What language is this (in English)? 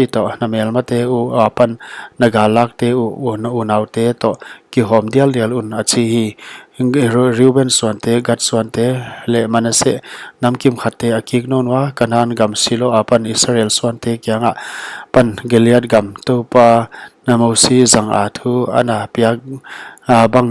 Paite Chin